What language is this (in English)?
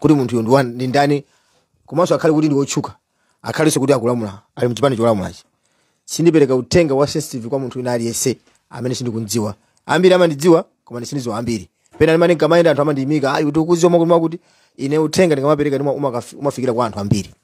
Nyanja